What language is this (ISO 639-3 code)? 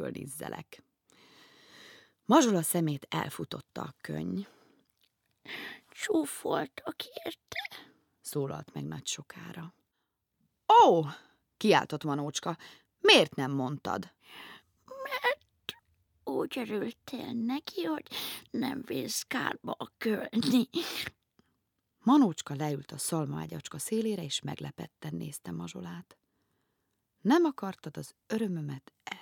hun